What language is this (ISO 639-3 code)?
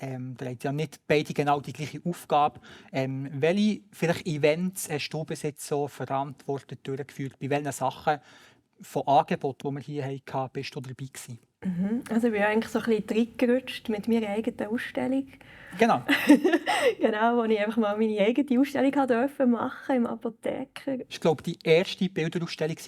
gsw